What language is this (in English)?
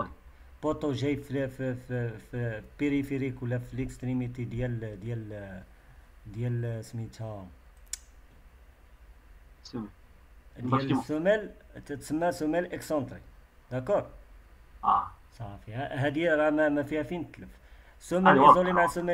Moroccan Arabic